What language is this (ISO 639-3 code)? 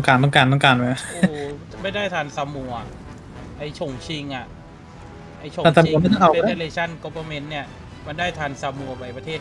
tha